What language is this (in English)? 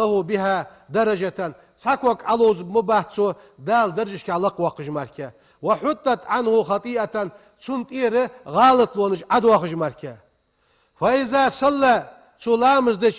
Ingush